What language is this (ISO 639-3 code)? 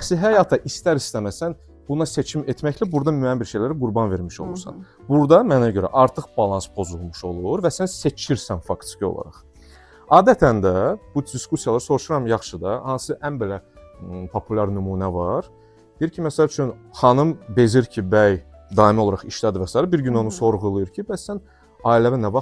aze